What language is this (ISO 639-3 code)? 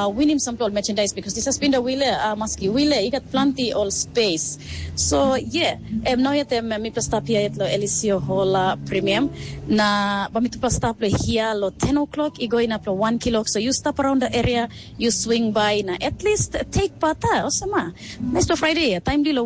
tpi